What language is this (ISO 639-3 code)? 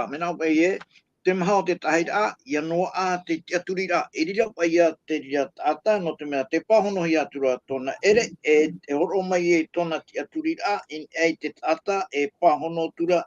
tah